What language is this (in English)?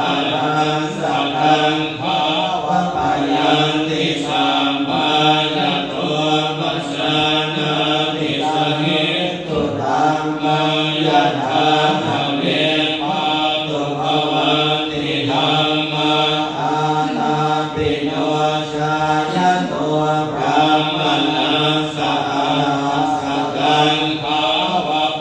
Pali